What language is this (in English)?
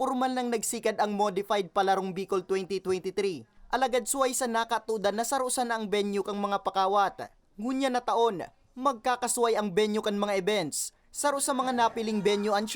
Bikol